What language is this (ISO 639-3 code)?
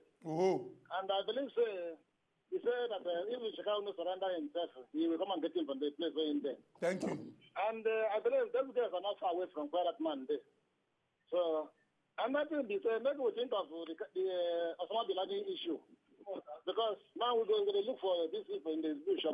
pcm